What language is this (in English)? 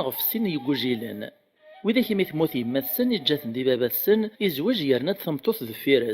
Kabyle